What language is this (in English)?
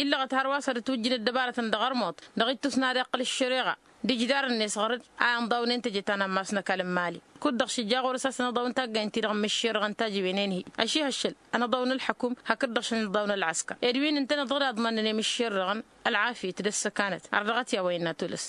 Tamasheq